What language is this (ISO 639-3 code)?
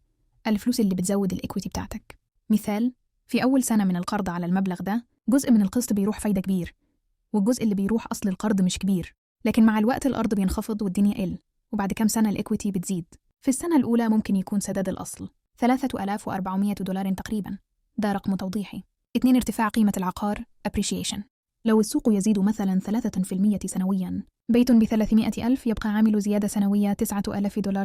arz